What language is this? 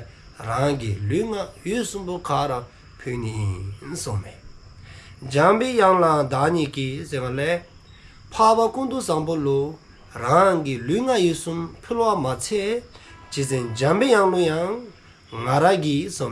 Dzongkha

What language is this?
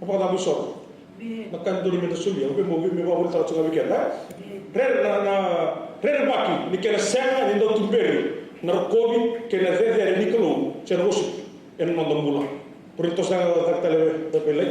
Fijian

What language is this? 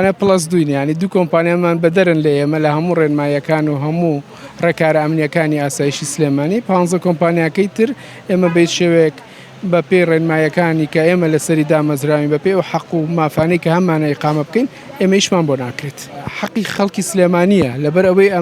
Central Kurdish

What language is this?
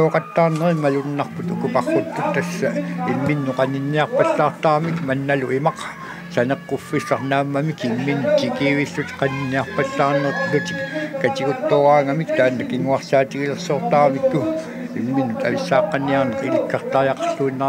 Kalaallisut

